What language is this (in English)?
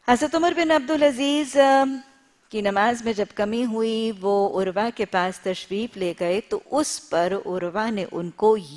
Urdu